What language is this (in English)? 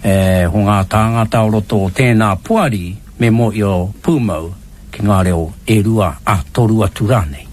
Māori